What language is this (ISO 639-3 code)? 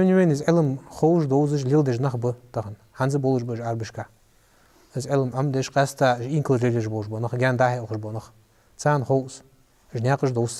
inh